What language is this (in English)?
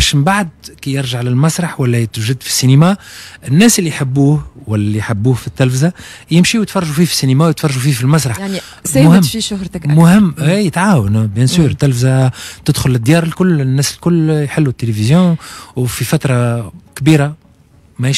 Tunisian Arabic